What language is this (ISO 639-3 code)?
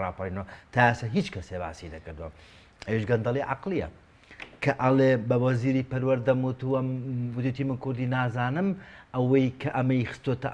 ckb